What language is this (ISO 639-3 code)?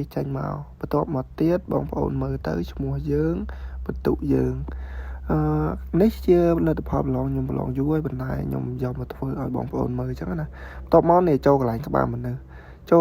khm